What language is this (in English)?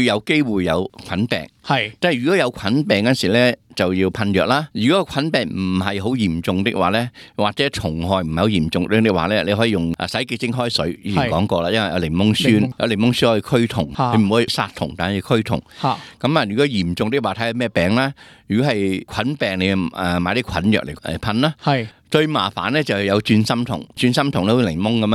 Cantonese